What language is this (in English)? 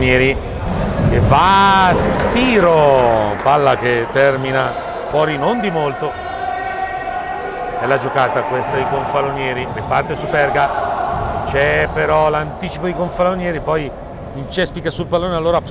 Italian